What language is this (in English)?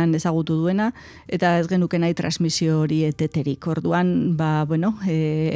Basque